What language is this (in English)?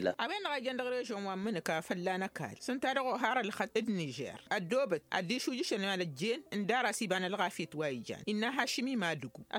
Tamasheq